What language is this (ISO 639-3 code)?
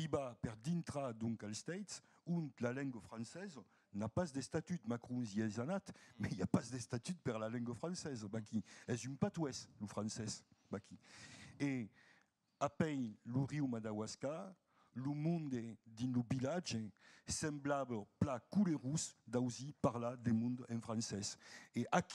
oci